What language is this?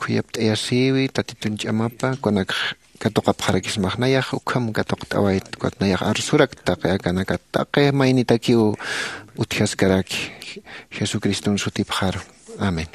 Aymara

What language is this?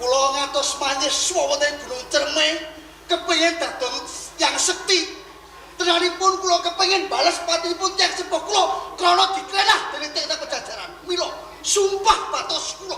Javanese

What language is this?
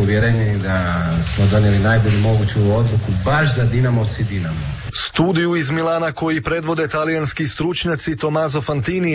Croatian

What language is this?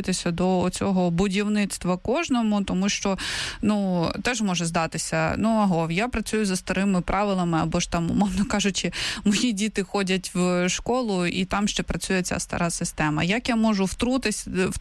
Ukrainian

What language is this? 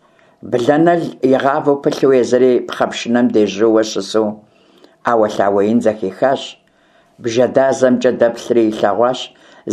Kabardian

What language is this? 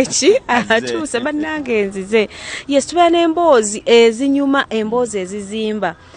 Ganda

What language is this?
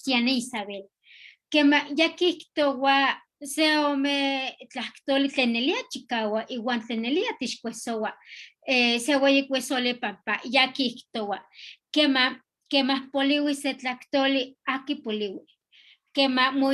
Eastern Huasteca Nahuatl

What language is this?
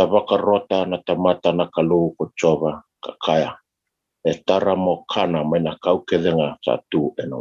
Fijian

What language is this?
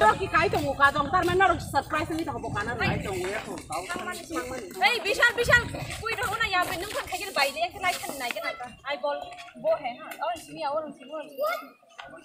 Kok Borok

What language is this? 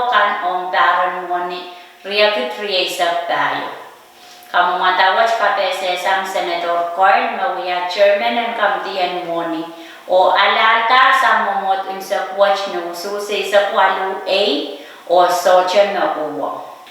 Pohnpeian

